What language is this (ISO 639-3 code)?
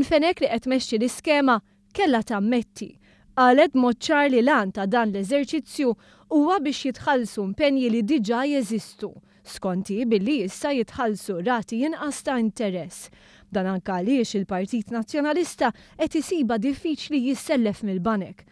mlt